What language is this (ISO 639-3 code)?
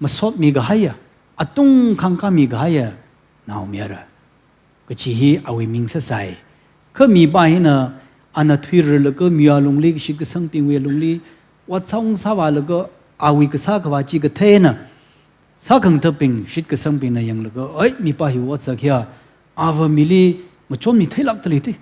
nmf